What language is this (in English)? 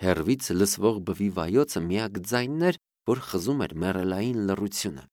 Armenian